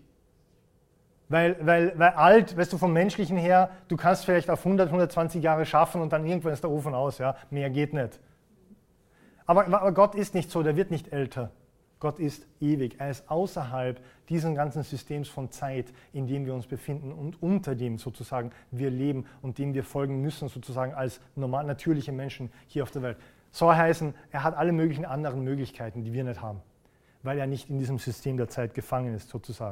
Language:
German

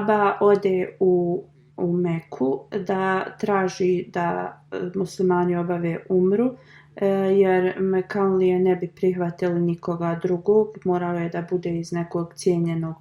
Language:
Bosnian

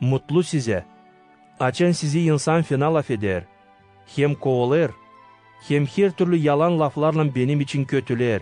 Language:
Gagauz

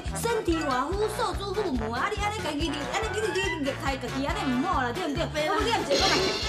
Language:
Min Nan Chinese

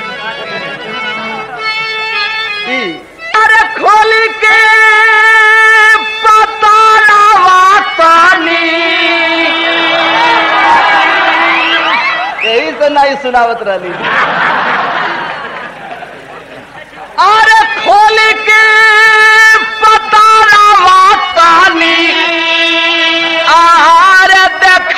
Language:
Bhojpuri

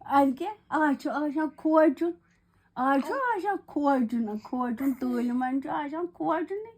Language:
Kashmiri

